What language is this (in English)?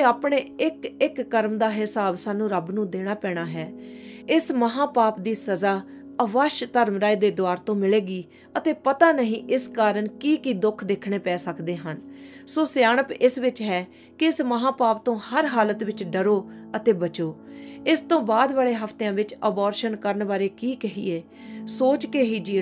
Punjabi